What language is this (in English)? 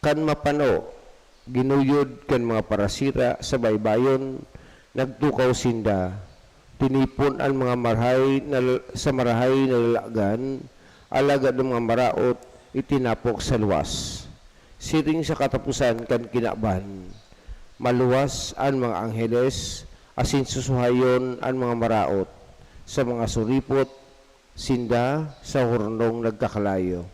Bikol